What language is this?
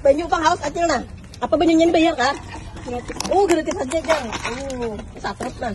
Banjar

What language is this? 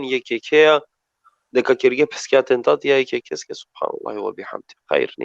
Balkan Romani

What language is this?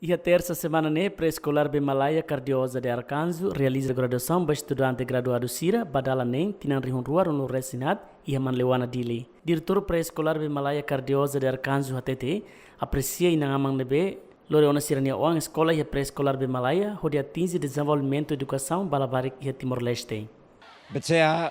Tetum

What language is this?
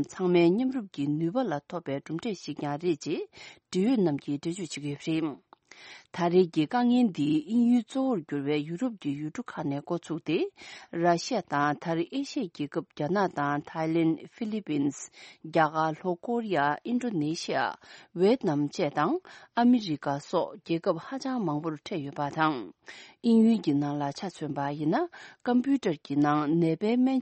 Tibetan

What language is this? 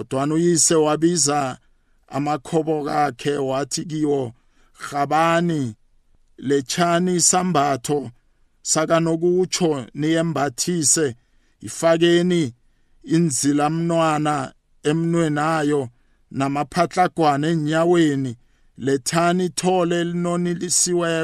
South Ndebele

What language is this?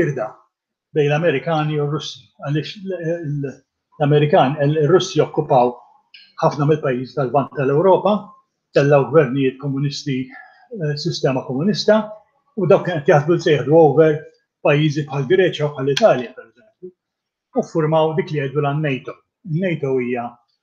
Maltese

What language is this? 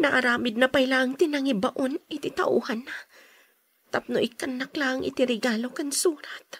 Iloko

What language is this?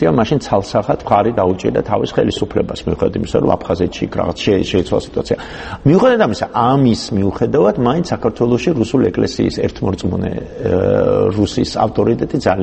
Georgian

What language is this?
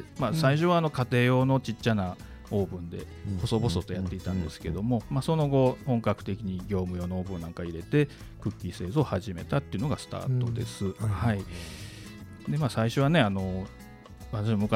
Japanese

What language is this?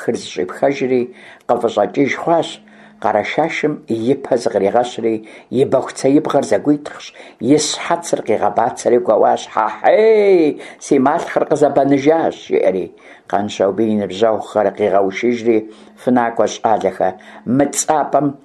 Kabardian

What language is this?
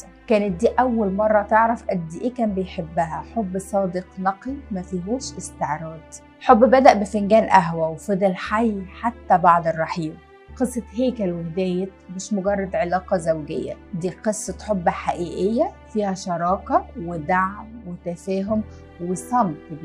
Egyptian Arabic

